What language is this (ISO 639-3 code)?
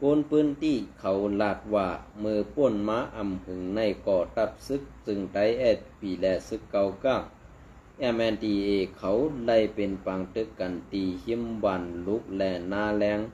shn